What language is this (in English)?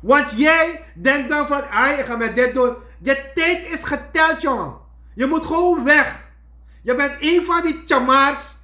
Sranan Tongo